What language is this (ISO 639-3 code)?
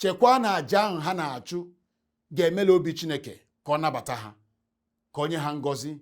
ibo